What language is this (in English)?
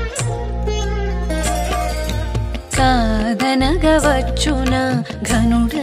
Telugu